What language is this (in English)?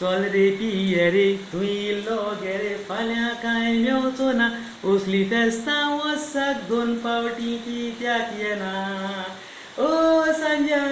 Konkani